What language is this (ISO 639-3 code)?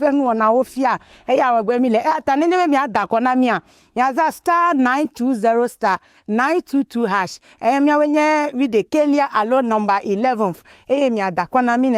ewe